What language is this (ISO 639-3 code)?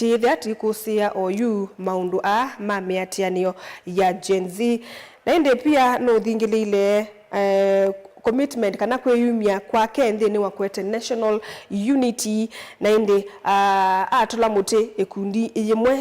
kam